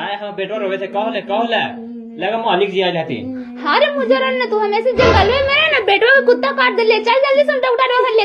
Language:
Magahi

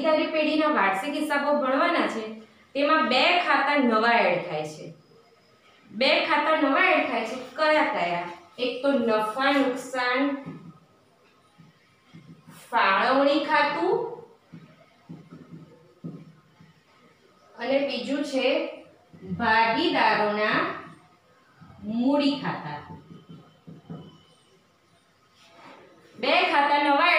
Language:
Gujarati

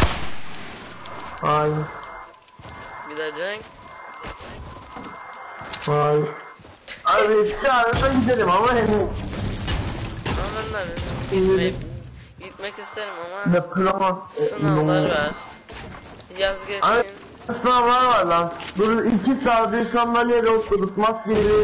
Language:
Turkish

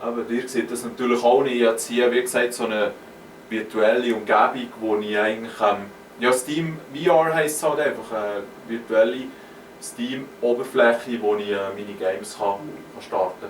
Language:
Swiss German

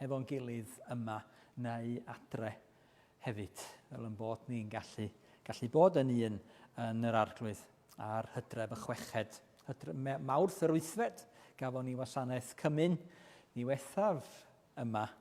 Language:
Welsh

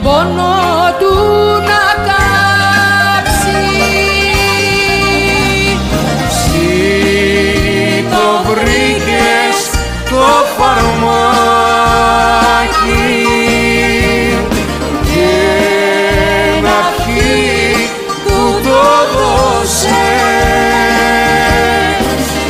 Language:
Greek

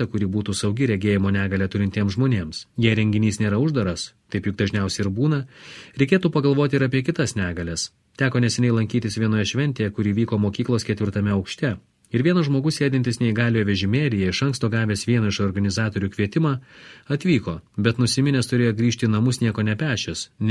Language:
Lithuanian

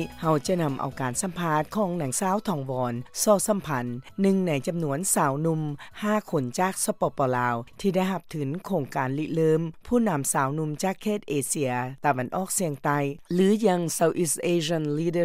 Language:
Lao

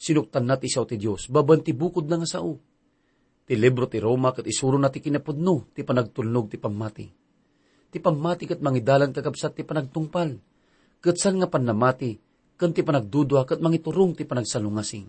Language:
Iloko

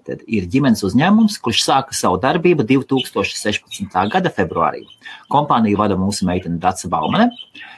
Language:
Latvian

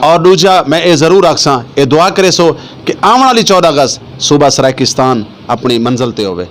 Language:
Saraiki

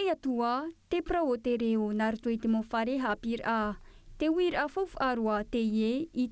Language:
Tahitian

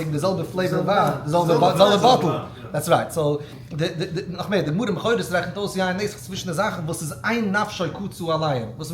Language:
Yiddish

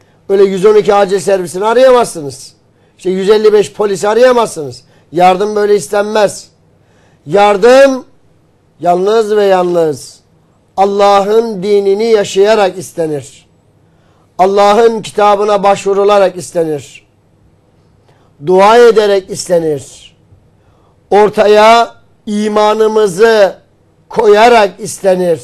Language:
Turkish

